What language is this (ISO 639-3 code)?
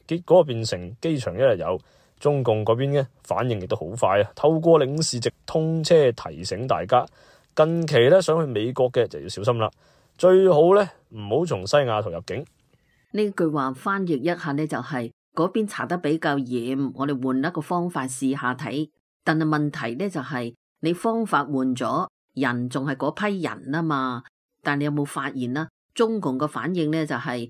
yue